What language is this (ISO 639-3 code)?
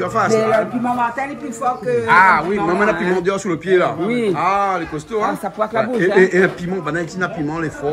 rcf